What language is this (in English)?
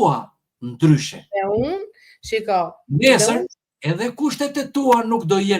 Albanian